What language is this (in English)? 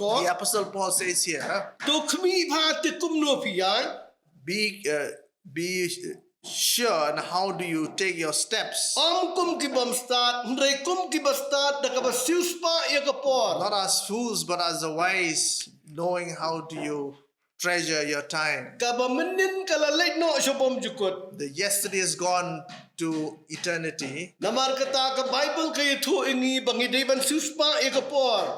Khasi